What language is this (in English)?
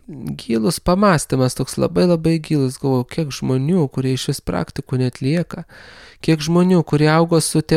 Lithuanian